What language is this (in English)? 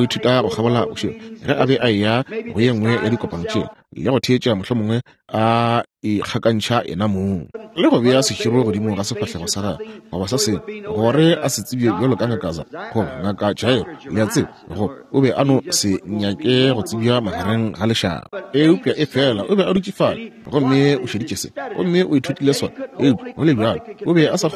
Northern Sotho